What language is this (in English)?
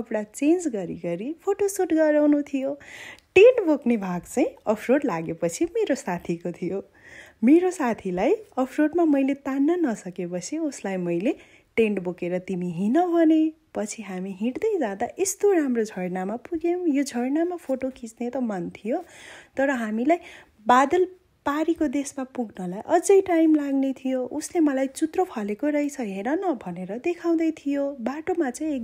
Nepali